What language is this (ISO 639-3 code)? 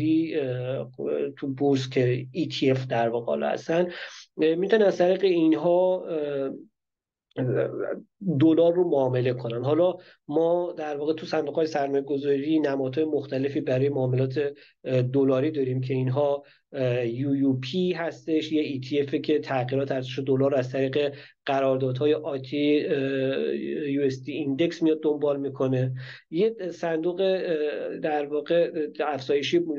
fas